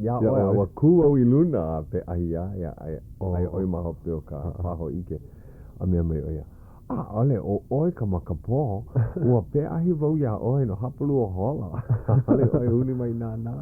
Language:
Hawaiian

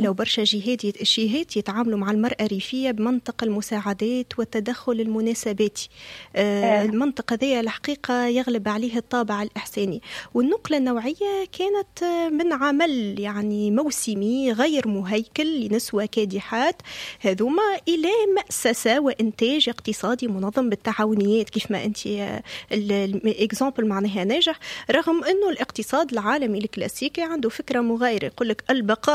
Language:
Tunisian Arabic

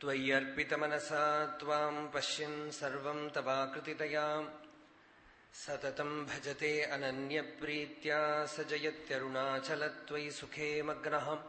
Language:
Sanskrit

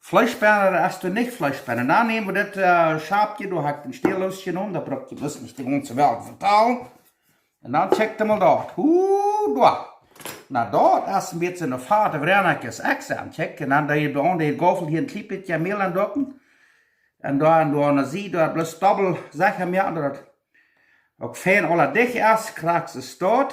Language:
Plautdietsch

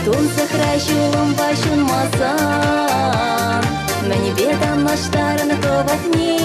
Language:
Chuvash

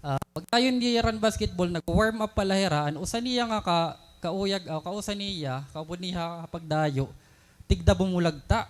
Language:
Waray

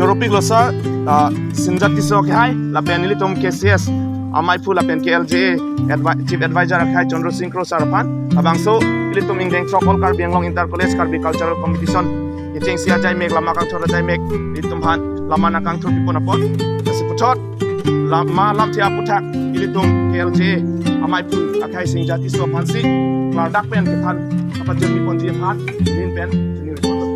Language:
Karbi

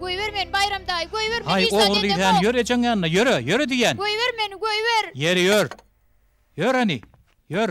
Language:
Turkmen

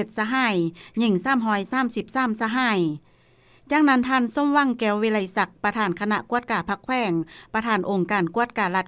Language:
Lao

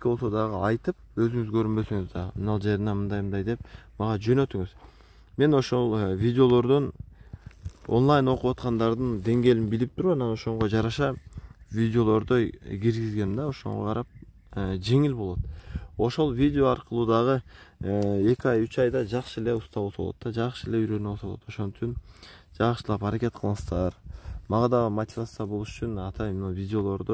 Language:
Kyrgyz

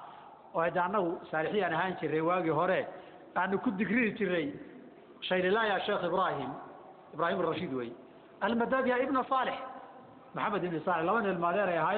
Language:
Somali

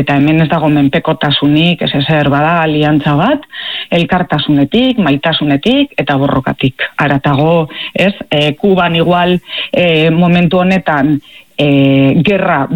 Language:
Basque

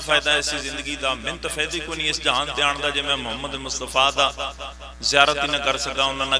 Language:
Pahari-Potwari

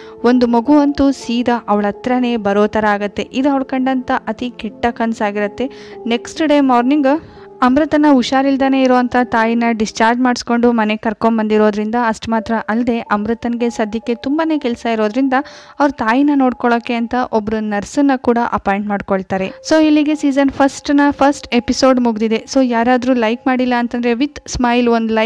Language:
Kannada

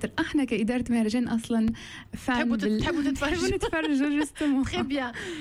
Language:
Tunisian Arabic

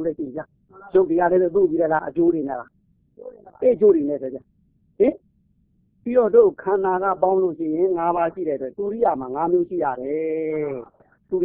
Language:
Burmese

